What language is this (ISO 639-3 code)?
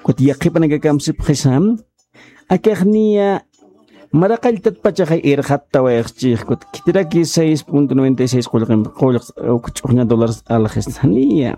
aym